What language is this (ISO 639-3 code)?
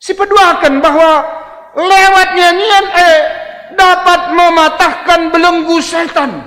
btx